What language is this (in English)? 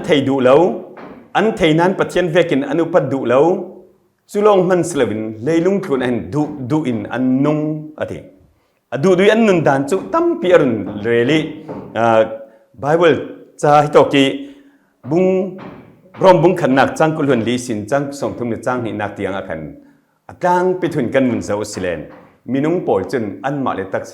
Falam Chin